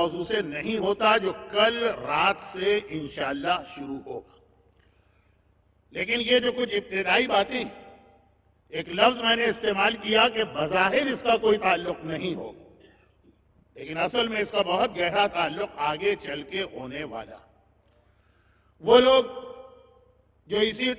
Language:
Urdu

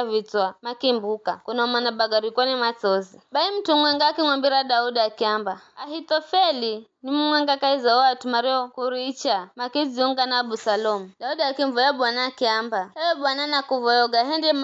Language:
Giryama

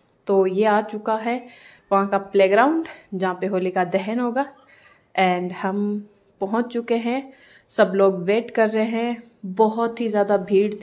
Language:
Hindi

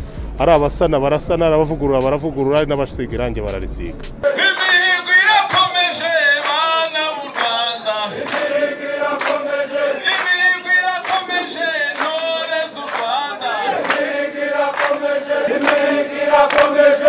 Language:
Kinyarwanda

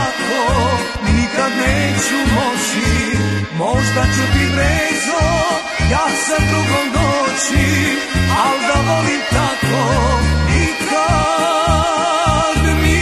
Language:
Serbian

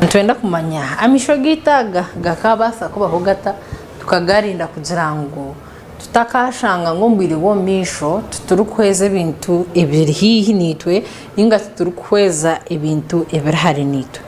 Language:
Nyankole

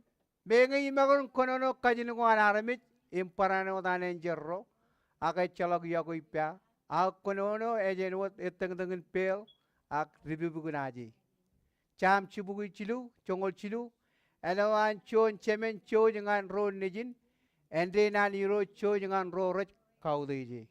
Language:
Marshallese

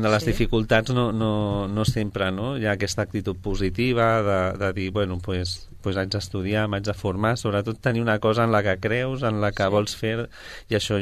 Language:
Catalan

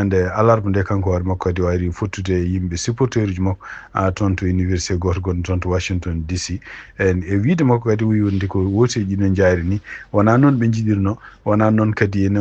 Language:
Fula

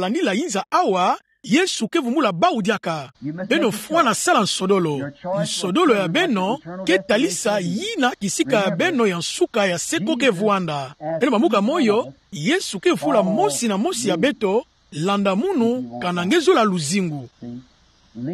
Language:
Kituba (Democratic Republic of Congo)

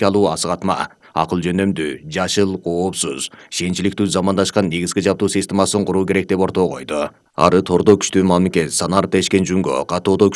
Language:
Kyrgyz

